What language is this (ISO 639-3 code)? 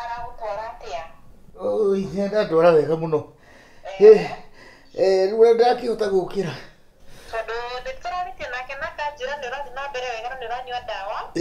kik